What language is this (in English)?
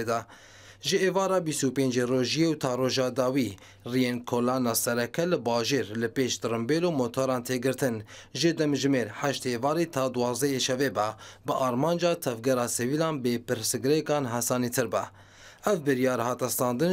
Kurdish